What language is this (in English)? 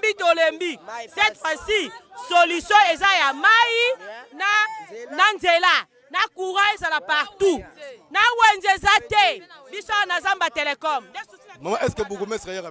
Lingala